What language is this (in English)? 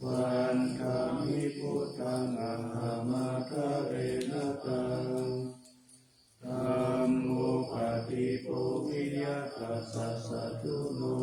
Pali